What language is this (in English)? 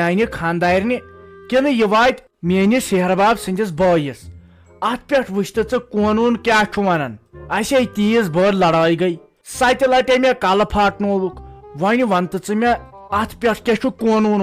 Kashmiri